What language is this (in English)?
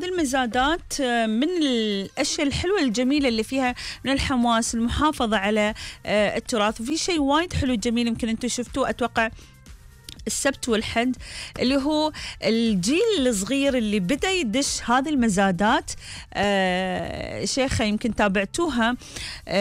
Gulf Arabic